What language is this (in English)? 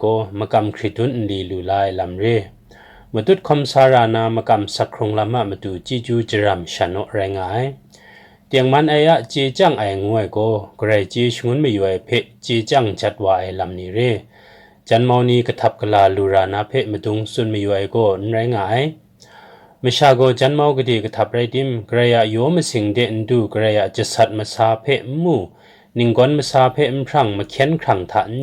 Kachin